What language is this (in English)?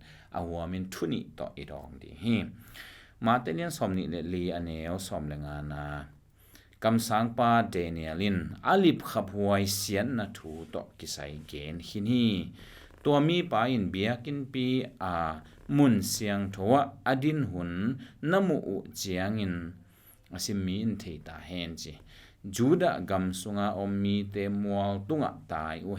Tedim Chin